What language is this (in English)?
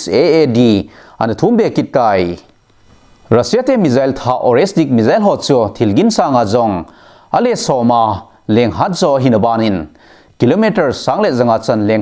Thado Chin